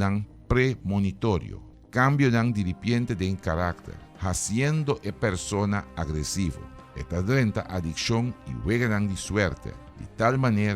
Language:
Papiamento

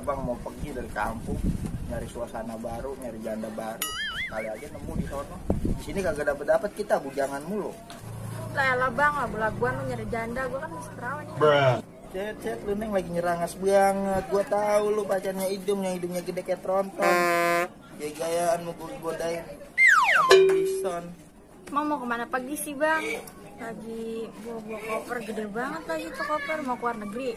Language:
Betawi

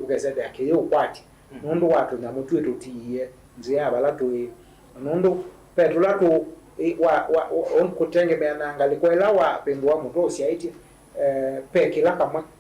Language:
Kamba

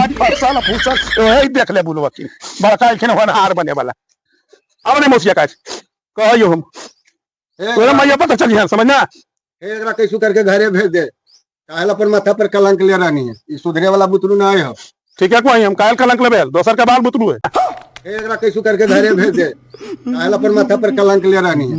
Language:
Magahi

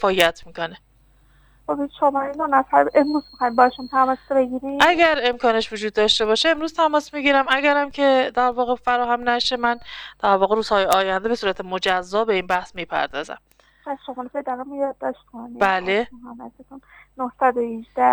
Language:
Persian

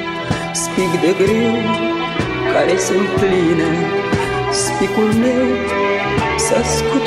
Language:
Romanian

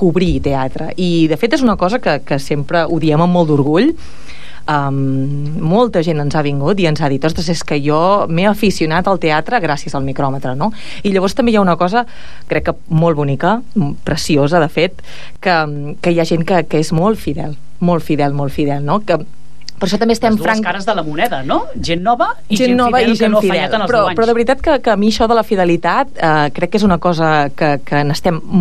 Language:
Catalan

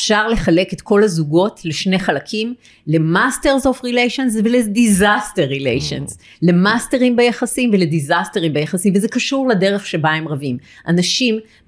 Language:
Hebrew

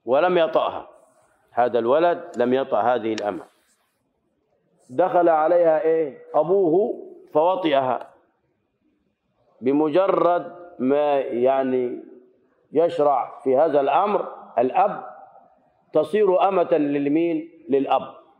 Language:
Arabic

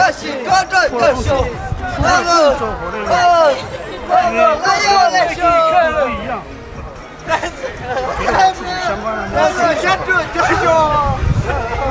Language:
Chinese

